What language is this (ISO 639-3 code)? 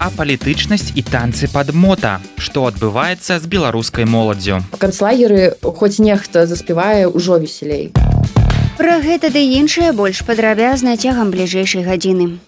bel